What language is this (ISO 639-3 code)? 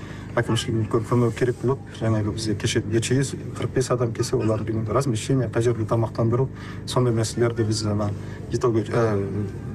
kaz